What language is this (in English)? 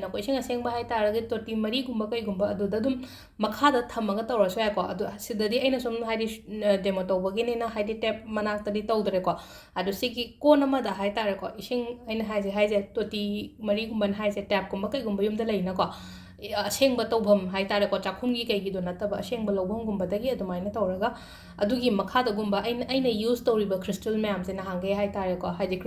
Manipuri